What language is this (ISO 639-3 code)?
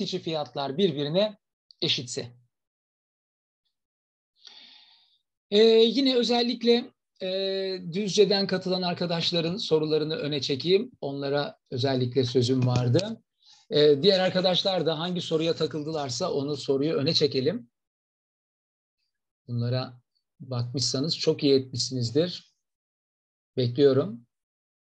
tur